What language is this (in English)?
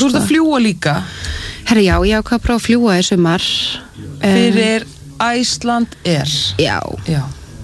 Icelandic